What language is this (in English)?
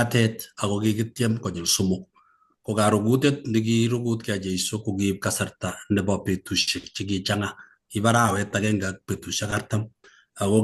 Kalenjin